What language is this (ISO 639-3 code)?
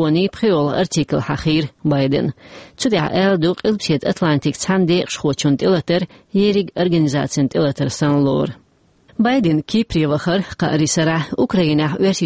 che